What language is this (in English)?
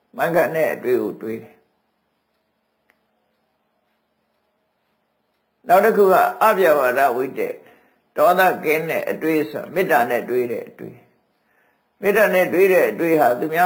Burmese